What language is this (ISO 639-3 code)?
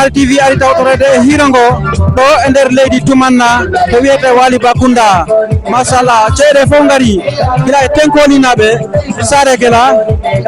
ful